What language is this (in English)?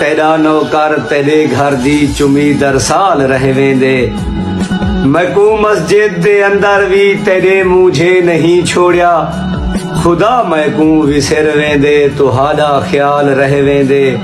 Saraiki